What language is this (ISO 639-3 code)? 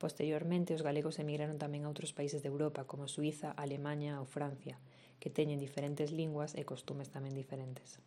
glg